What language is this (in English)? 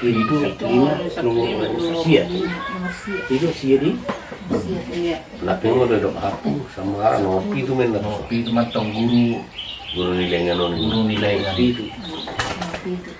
Batak Toba